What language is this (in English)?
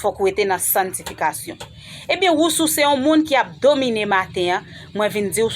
Haitian Creole